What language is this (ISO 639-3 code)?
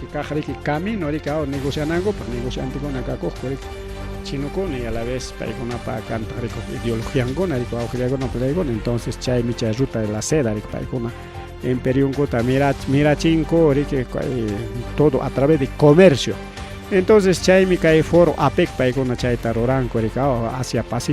quy